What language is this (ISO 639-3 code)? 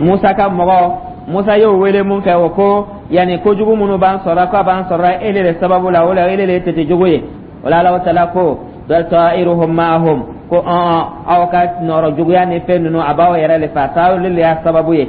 dyu